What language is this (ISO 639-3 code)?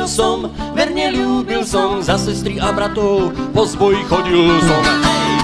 slk